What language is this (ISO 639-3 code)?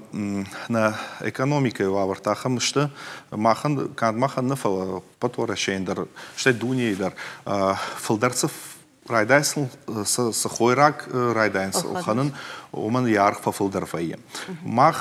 oss